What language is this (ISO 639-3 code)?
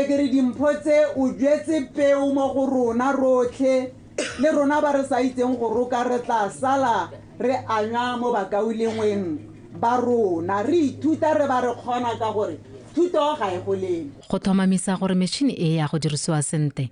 tsn